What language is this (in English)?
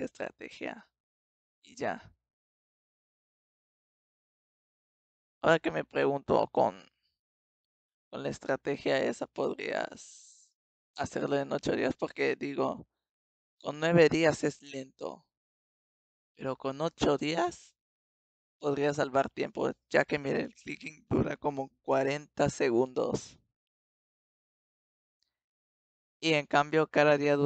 Spanish